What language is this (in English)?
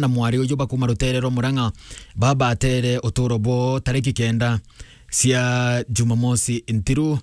Meru